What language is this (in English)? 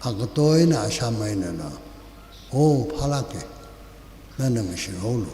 Tangkhul Naga (India)